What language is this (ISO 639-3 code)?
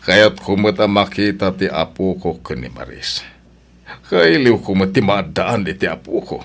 ilo